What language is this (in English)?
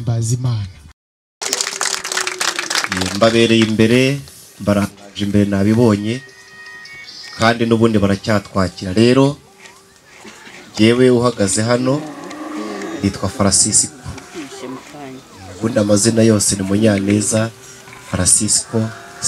Kinyarwanda